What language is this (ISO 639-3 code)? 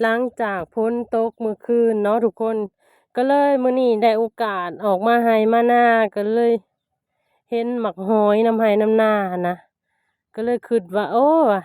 lao